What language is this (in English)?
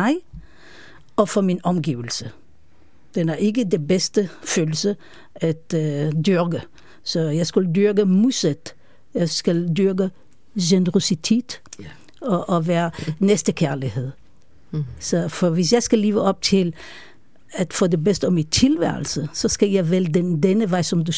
Danish